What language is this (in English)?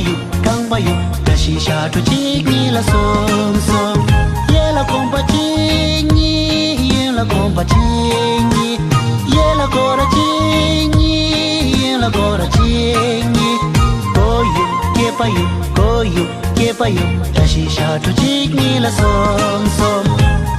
Bimoba